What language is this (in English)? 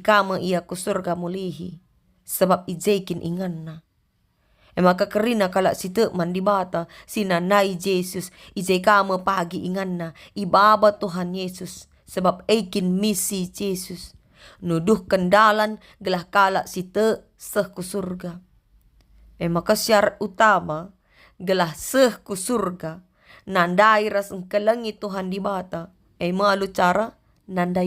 Batak Karo